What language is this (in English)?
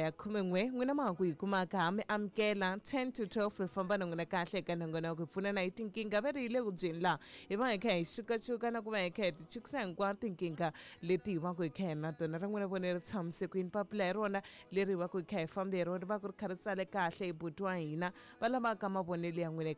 Tsonga